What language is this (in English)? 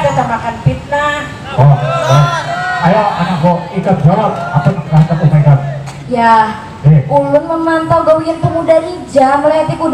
Banjar